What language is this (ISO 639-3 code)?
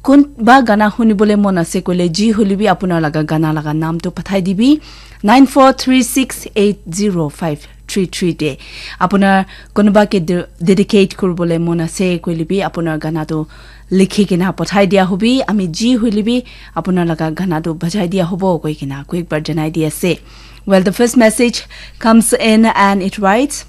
nag